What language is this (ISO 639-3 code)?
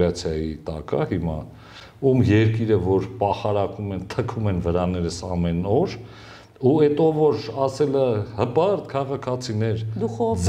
hye